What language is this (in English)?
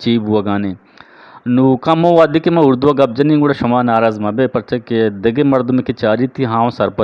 Eastern Balochi